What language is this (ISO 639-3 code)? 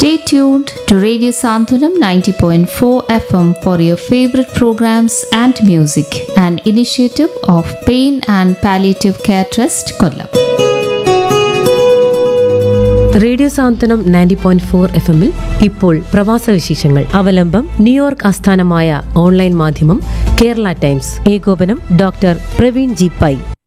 mal